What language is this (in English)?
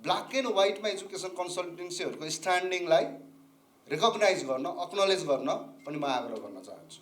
Nepali